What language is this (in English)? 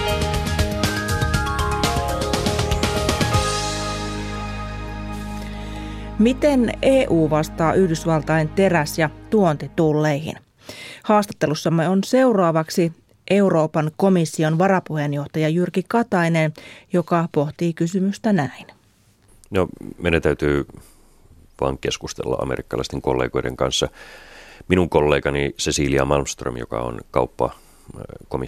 Finnish